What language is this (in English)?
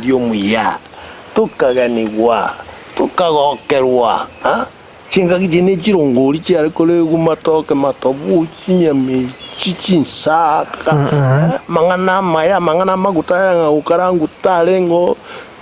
Gusii